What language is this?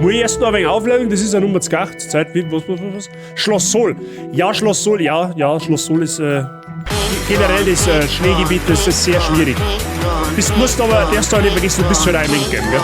Bavarian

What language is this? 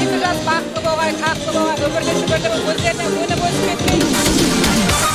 Kara-Kalpak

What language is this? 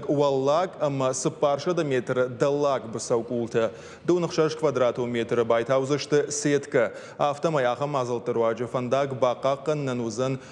Ossetic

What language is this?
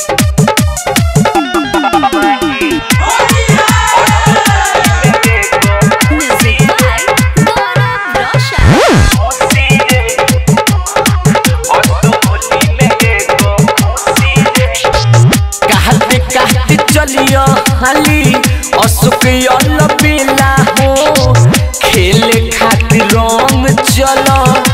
Bhojpuri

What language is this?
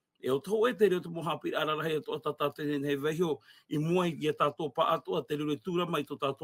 Tahitian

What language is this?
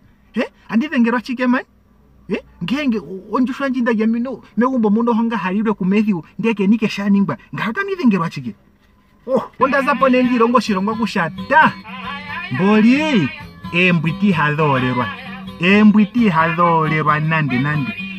Ndonga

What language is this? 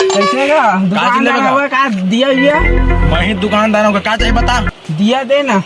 Chhattisgarhi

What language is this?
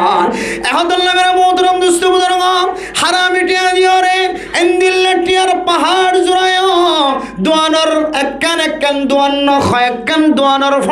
Rohingya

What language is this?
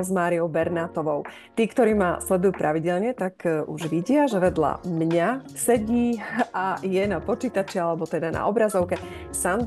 Slovak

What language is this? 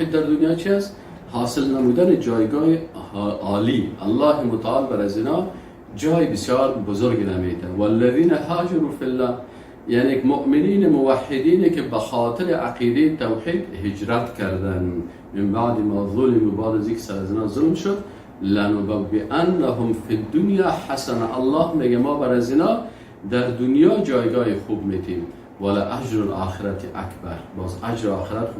Persian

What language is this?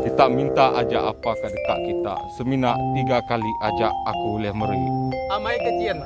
Iban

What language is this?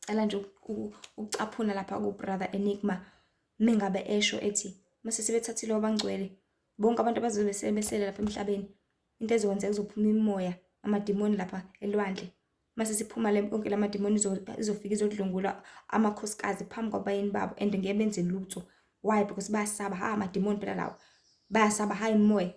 Zulu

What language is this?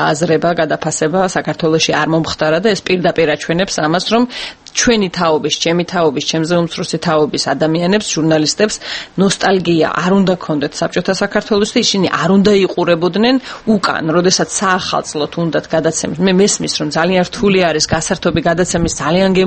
Georgian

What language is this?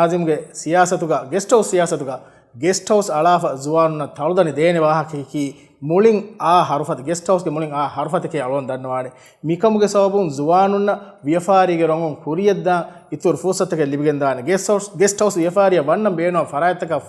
Divehi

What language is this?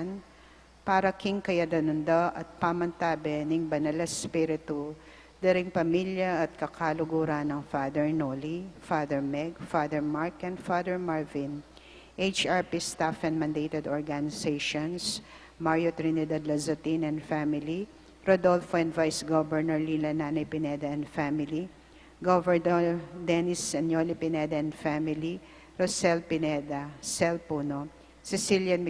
Pampanga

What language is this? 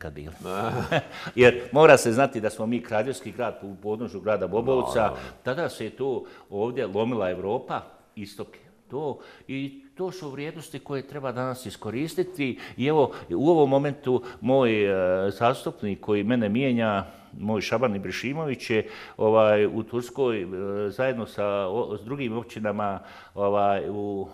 Bosnian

